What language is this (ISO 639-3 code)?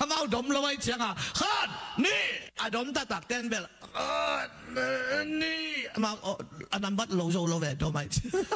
ctd